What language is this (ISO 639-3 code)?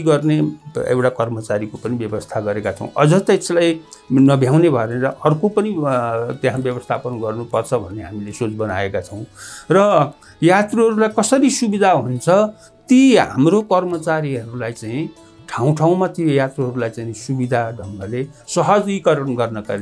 nep